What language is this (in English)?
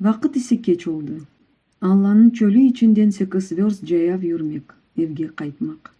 Crimean Tatar